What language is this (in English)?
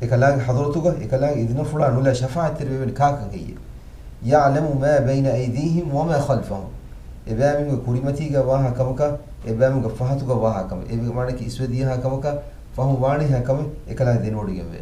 Divehi